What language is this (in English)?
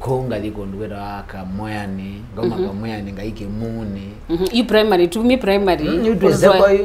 Kamba